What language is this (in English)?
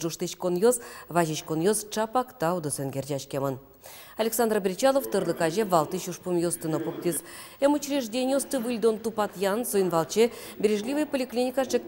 Udmurt